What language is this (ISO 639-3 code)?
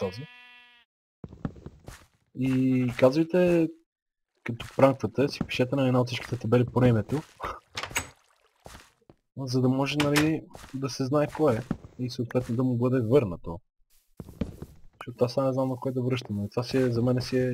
bul